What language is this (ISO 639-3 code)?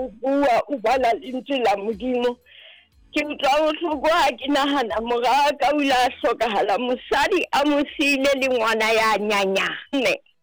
sot